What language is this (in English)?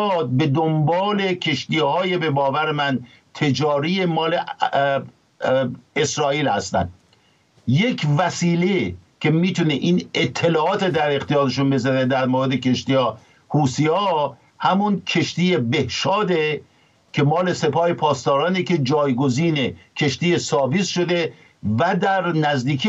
Persian